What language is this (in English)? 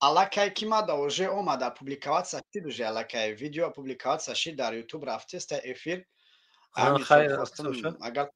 Tajik